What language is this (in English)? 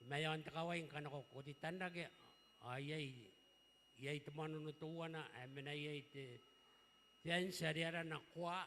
Gilbertese